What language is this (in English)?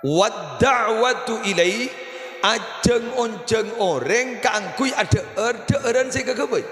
Madurese